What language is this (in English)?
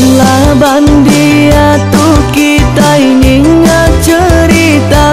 Iban